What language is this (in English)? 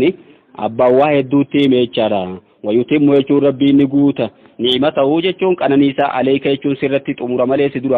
Oromo